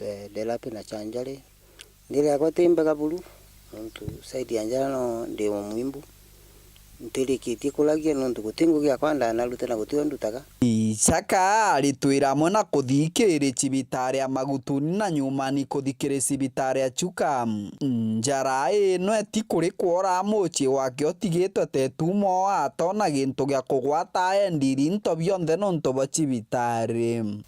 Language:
Meru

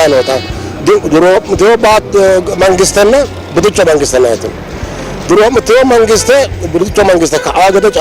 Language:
Sidamo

